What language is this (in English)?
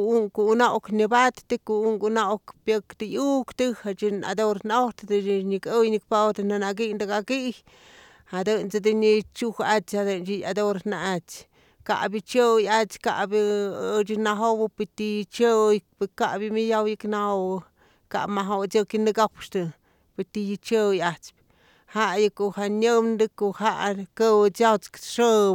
Slovenian